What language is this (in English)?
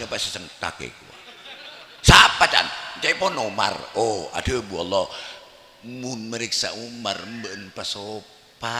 Madurese